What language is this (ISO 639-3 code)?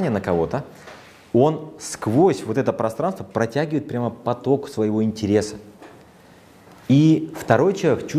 rus